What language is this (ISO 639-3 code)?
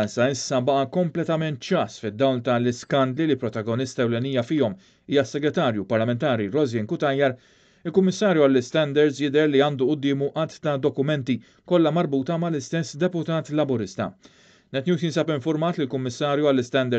mlt